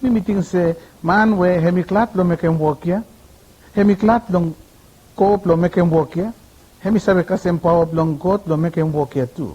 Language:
Bislama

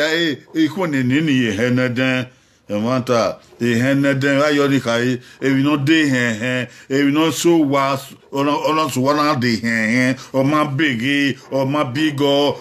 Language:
Bini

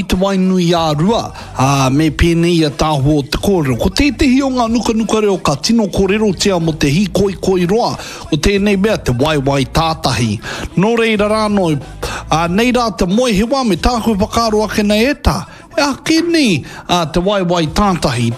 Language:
Māori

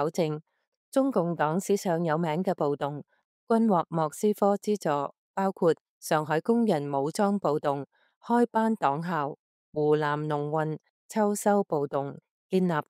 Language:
Cantonese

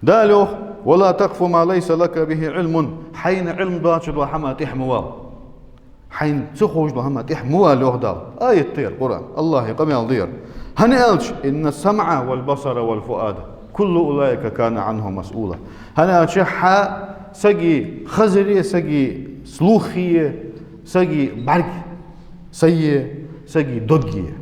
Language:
Ingush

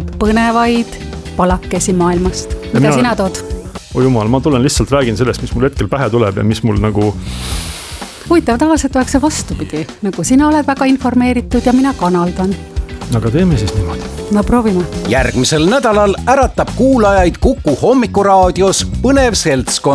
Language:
Estonian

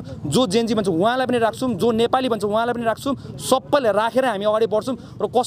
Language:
Nepali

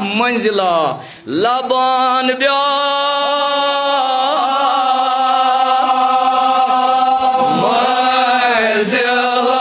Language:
Kashmiri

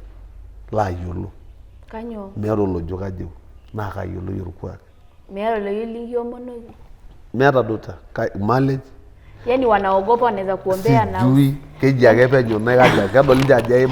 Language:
Masai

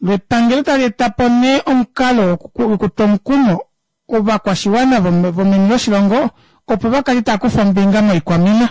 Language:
Kuanyama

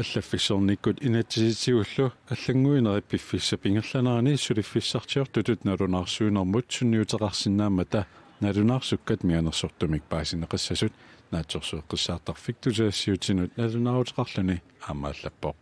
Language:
Kalaallisut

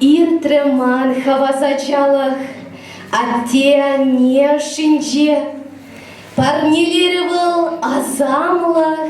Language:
Chuvash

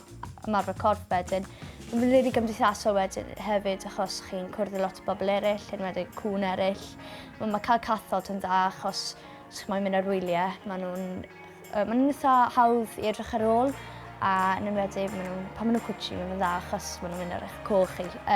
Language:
Welsh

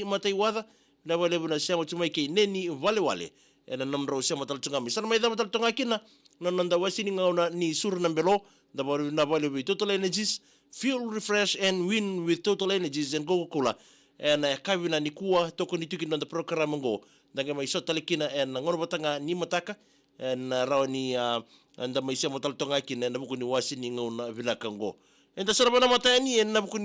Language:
Fijian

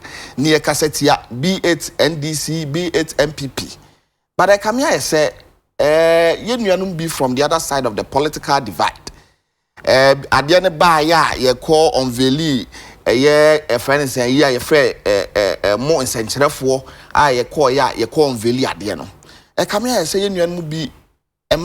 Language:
Akan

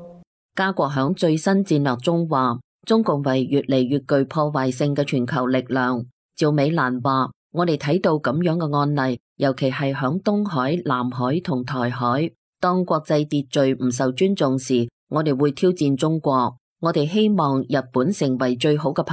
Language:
Cantonese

